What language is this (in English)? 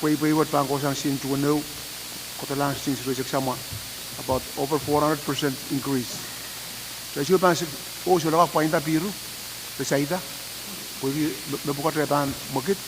Pohnpeian